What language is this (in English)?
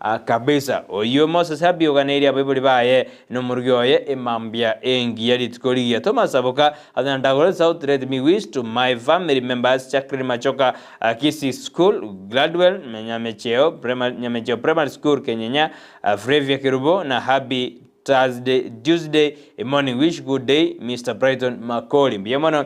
Gusii